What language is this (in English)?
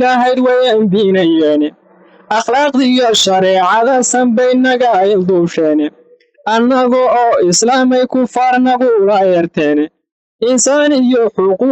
Somali